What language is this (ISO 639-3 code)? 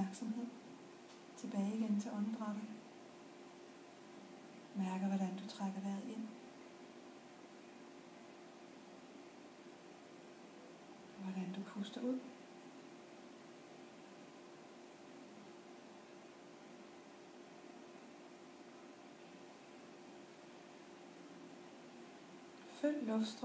dan